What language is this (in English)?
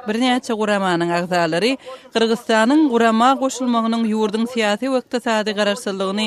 Turkmen